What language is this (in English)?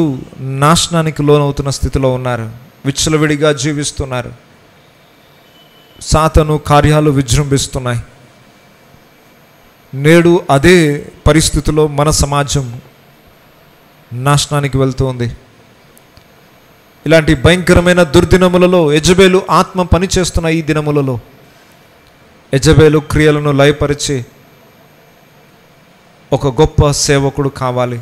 Telugu